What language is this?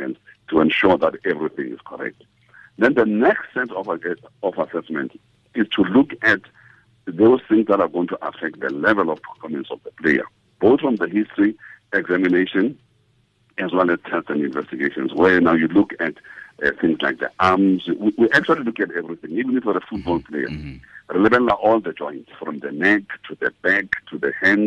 Tswana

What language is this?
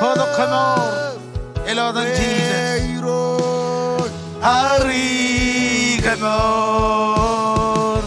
Marshallese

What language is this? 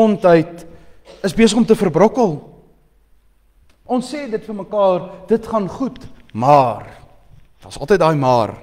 Afrikaans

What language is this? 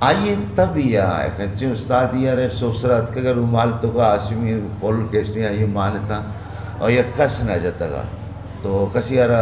Eastern Balochi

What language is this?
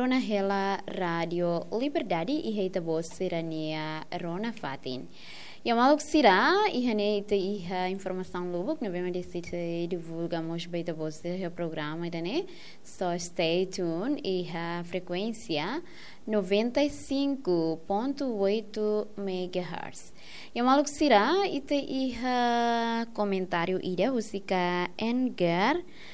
Tetum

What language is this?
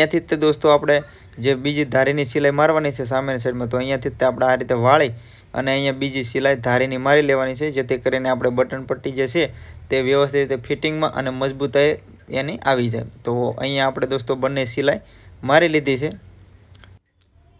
Gujarati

